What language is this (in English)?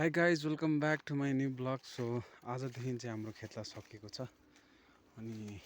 Nepali